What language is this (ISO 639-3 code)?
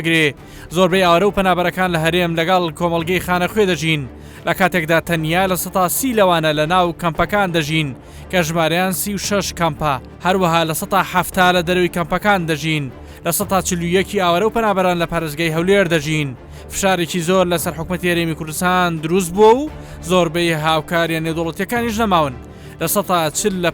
ckb